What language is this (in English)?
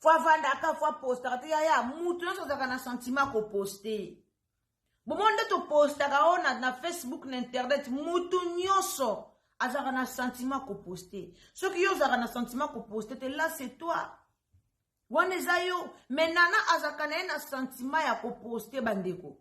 Lingala